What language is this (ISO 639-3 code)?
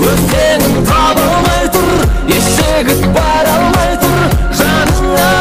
kaa